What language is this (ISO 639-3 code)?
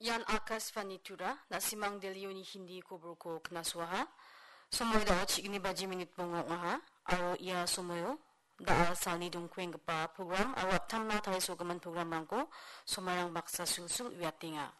grt